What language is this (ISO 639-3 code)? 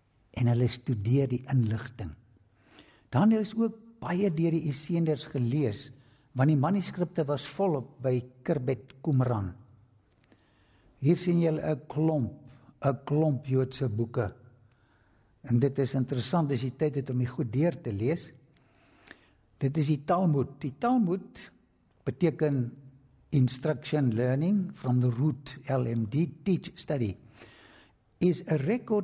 afr